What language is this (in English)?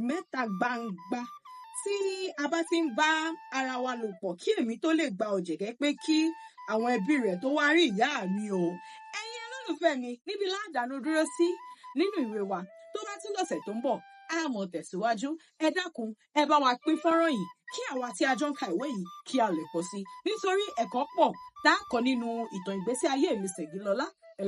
Yoruba